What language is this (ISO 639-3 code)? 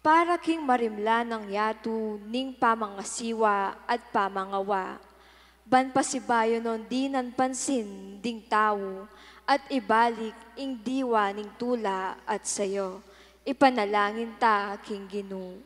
pam